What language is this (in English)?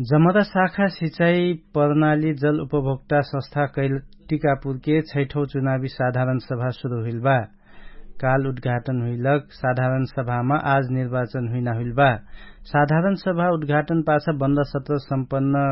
Dangaura Tharu